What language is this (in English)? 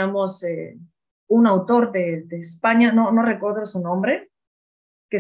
Ladino